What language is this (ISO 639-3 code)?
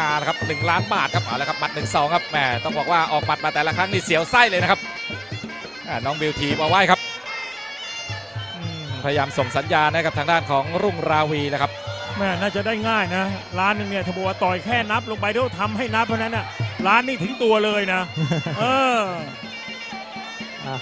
tha